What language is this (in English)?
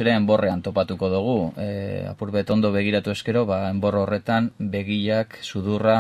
Basque